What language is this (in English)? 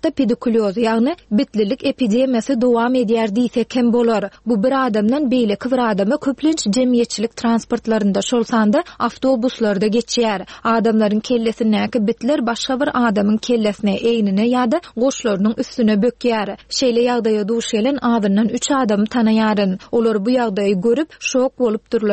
Turkmen